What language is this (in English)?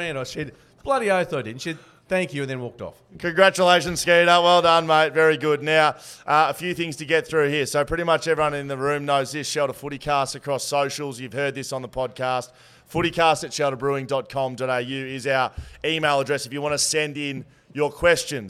English